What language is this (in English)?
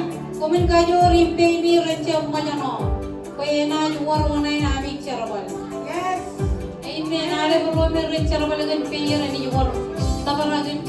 Marshallese